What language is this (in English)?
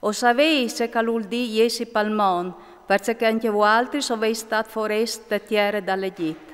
Friulian